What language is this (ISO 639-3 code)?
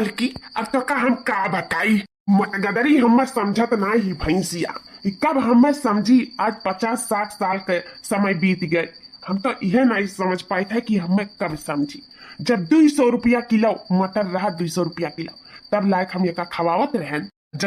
awa